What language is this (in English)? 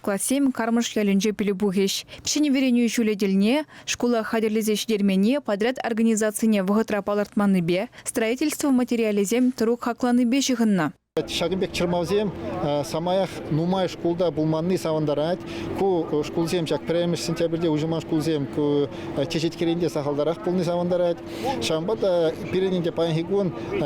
Chuvash